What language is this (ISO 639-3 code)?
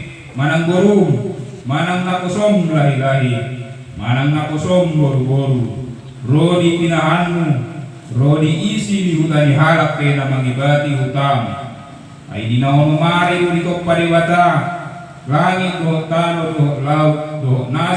bbc